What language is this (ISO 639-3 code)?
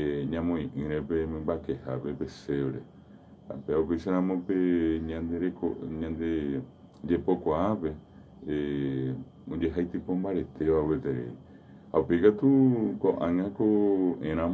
grn